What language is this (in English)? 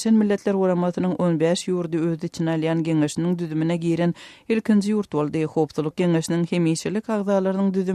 Turkmen